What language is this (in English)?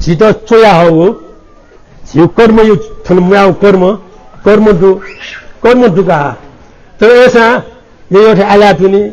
Newari